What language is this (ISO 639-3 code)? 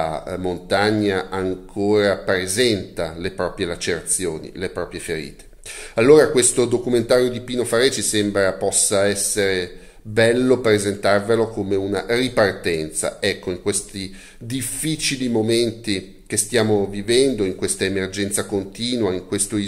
ita